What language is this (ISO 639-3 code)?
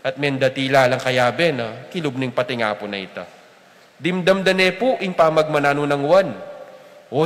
pam